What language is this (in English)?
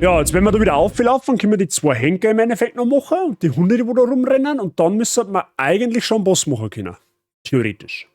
Bavarian